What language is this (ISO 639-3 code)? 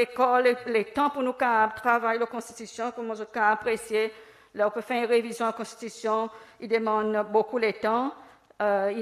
crs